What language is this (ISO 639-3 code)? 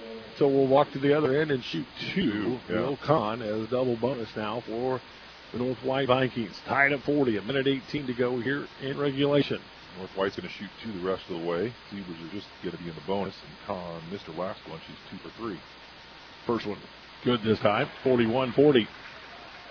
eng